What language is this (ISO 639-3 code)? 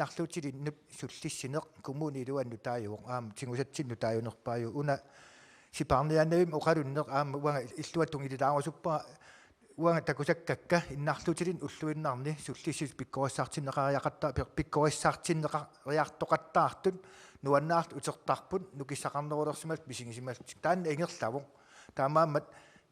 kal